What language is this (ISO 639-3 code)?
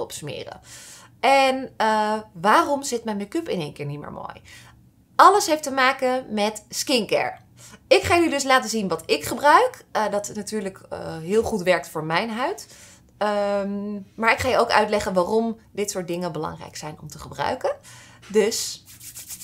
nld